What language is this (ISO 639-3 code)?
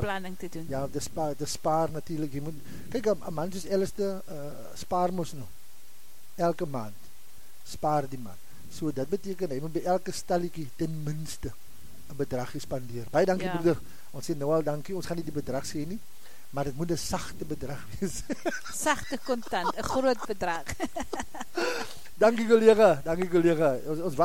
afr